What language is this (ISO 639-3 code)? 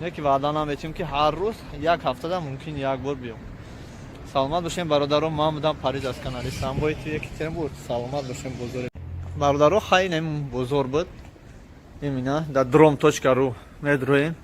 tgk